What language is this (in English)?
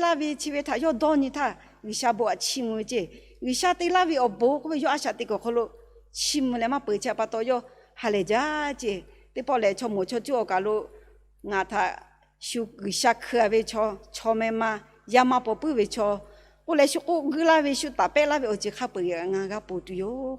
Lahu